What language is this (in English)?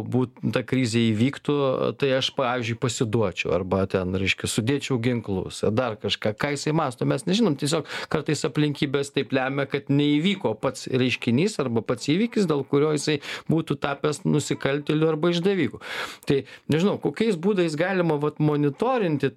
Lithuanian